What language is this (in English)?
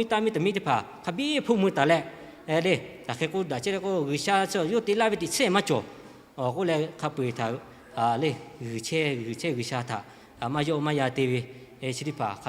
Lahu